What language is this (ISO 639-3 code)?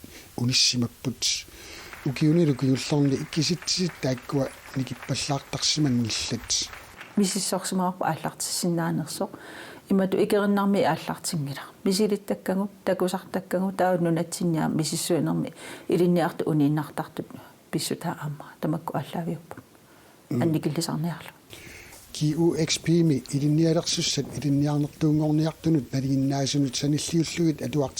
kal